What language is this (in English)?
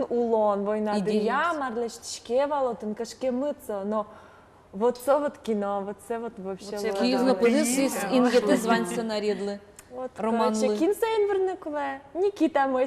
Udmurt